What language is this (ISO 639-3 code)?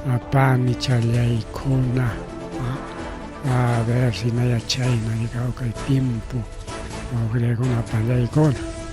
quy